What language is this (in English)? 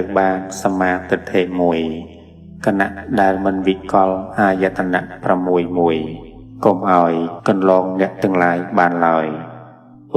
Khmer